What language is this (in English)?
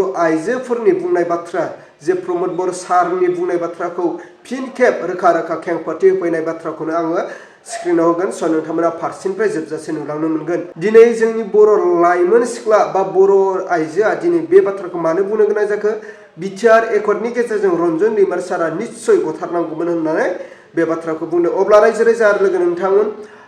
Bodo